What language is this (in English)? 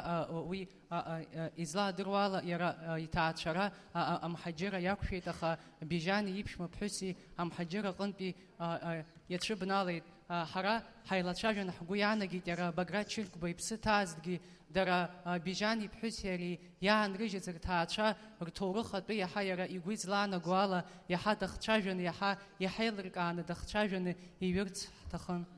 Abkhazian